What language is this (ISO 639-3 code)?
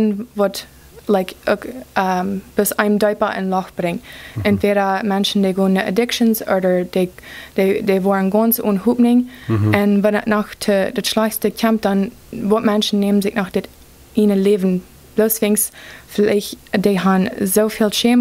pdt